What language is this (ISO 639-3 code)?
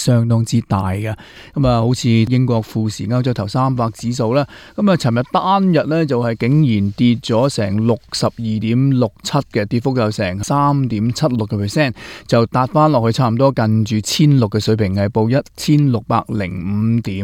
yue